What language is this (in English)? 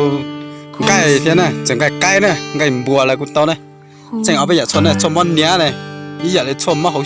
Hmong